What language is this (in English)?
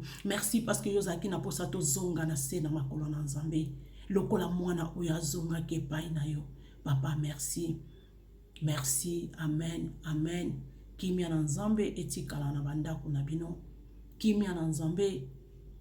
Lingala